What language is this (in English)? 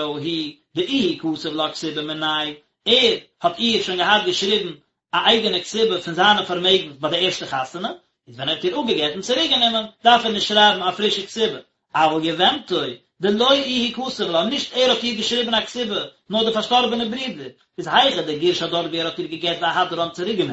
Yiddish